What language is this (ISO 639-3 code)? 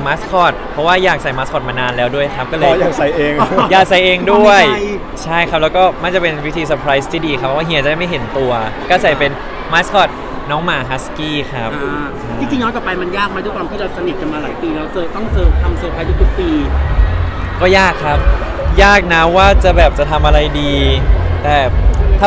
tha